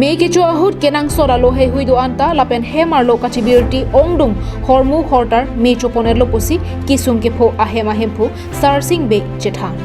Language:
Karbi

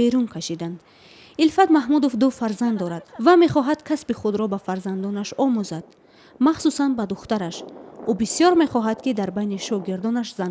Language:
Tajik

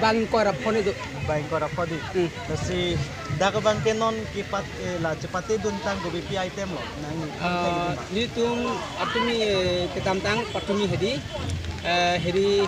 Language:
Karbi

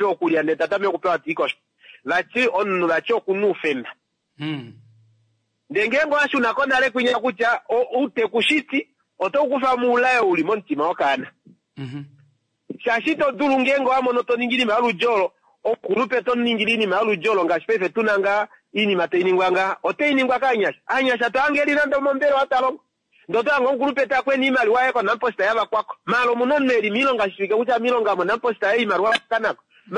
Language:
Kuanyama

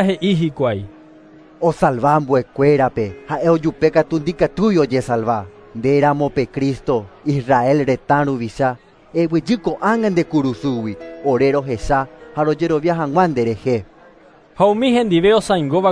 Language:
Guarani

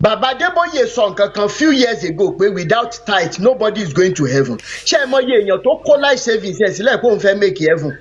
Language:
Yoruba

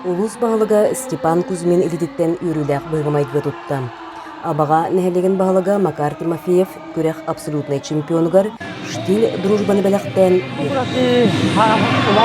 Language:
Yakut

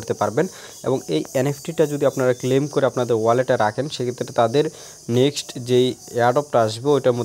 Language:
Bangla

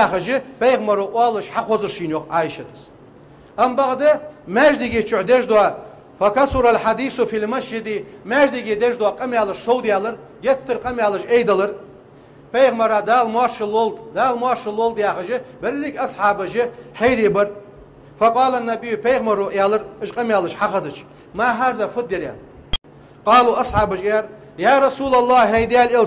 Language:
Ingush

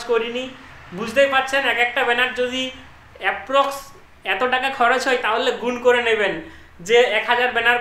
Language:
Bangla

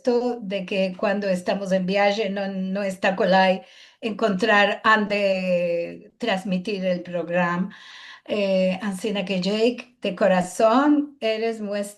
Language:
Ladino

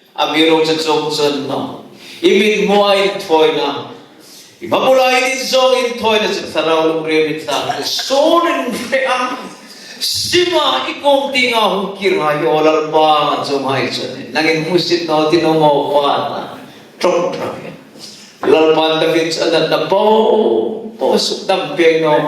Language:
Hmar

